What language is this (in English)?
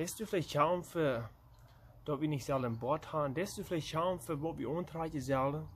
Plautdietsch